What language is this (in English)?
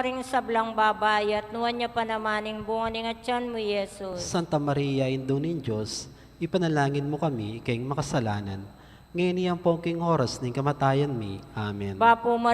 Pampanga